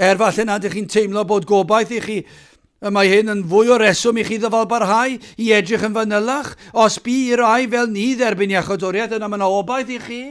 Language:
Welsh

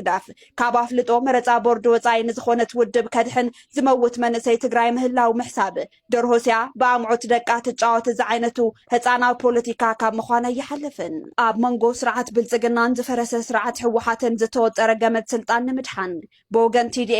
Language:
Tigrinya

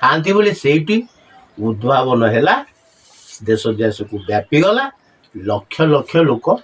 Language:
Odia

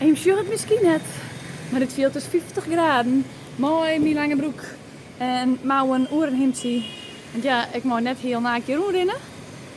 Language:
Western Frisian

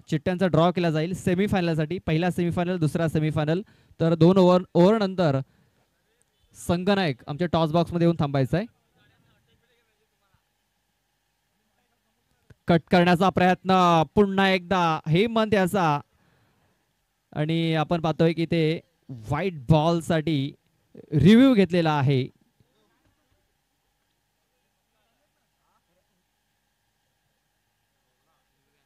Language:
Marathi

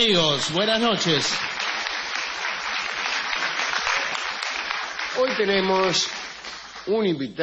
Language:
Spanish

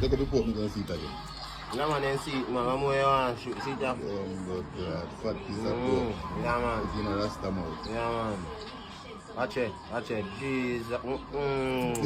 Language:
Jamaican Creole English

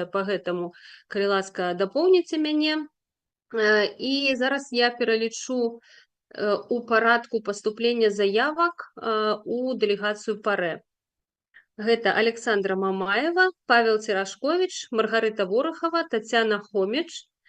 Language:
Belarusian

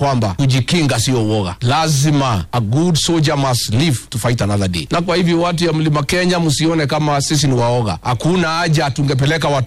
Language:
Swahili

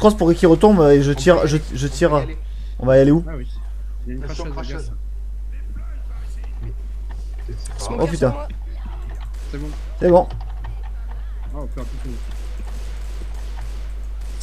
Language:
French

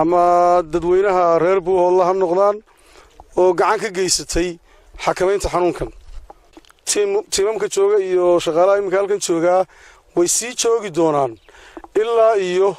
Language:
Somali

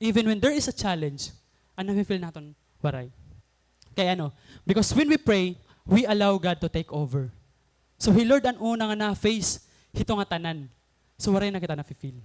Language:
Waray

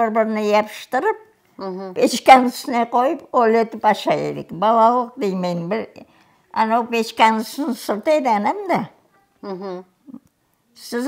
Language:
Crimean Tatar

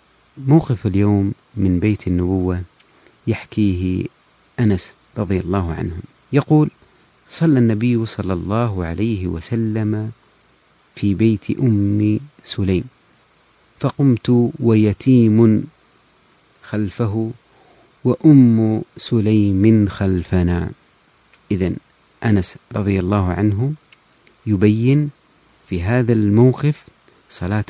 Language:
Arabic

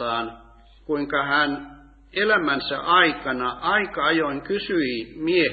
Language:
Finnish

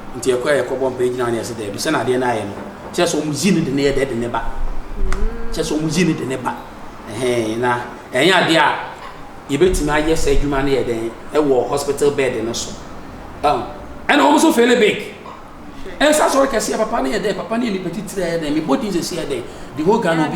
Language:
Akan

